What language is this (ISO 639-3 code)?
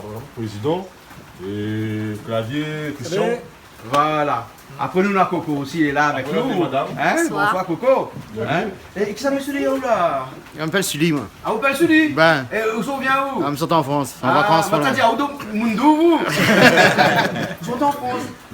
rcf